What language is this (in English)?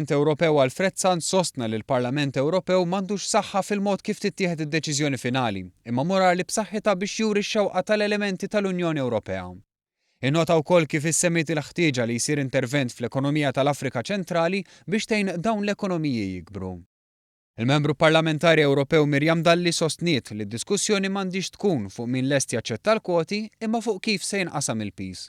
Maltese